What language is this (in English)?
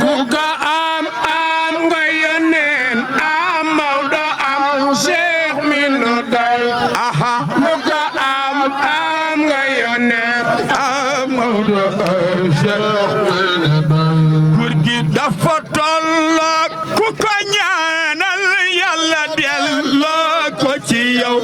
Wolof